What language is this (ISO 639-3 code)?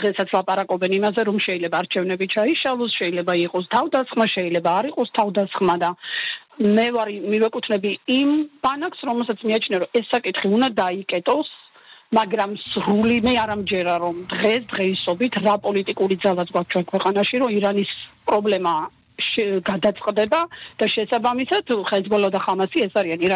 kat